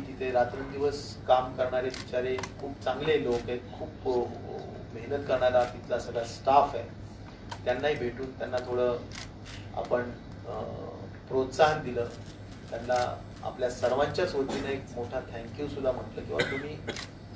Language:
Marathi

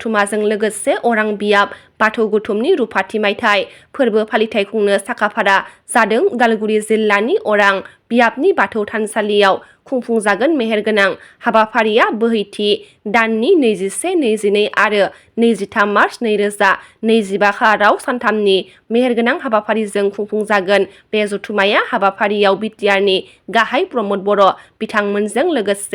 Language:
Bodo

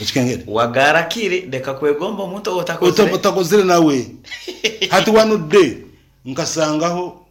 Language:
Nyoro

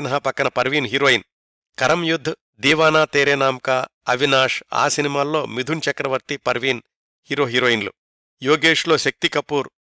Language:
Telugu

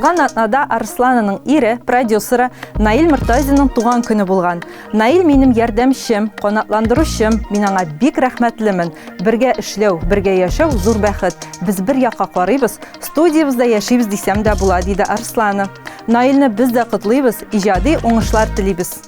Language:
Tatar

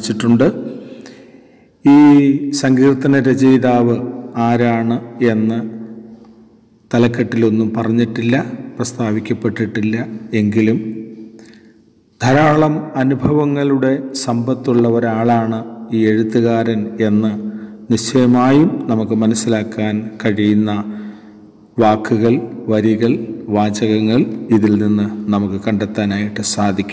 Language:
Malayalam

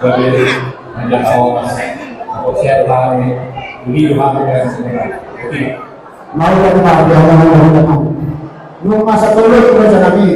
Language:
Batak Toba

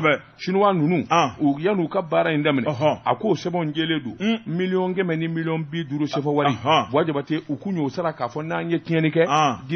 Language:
Bambara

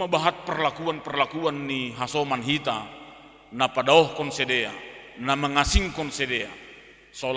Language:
Batak Simalungun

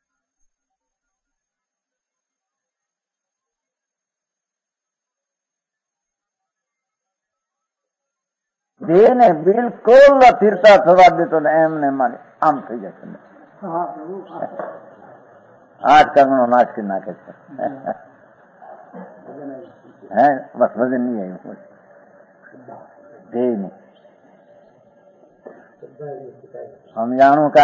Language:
Gujarati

